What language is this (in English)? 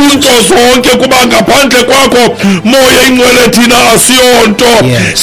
Xhosa